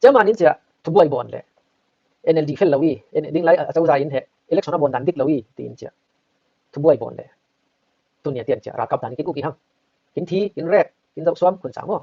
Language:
Falam Chin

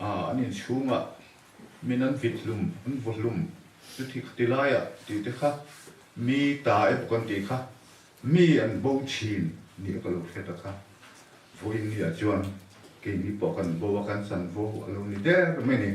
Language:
Mizo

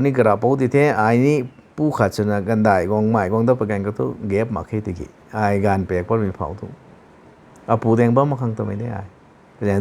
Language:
Rongmei Naga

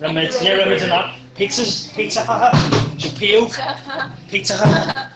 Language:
Irish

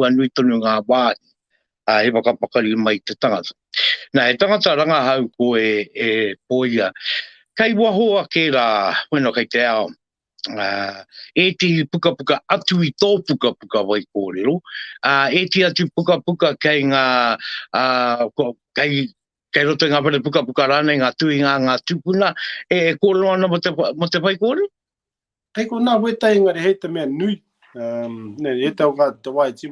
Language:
Māori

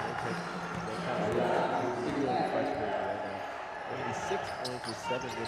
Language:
English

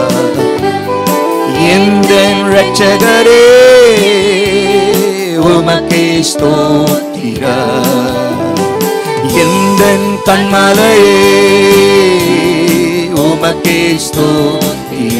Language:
Tamil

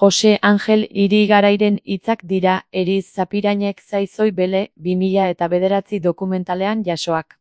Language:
Basque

